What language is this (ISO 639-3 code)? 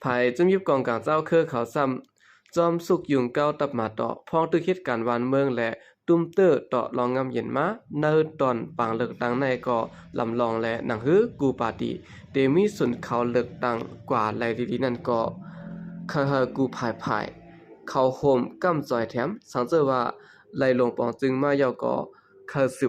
shn